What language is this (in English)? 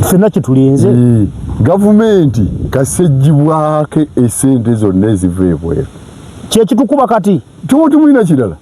Ganda